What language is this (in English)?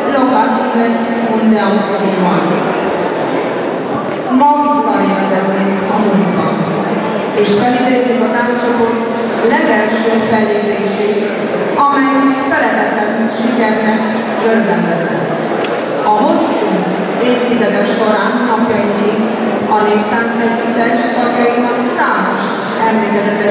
Hungarian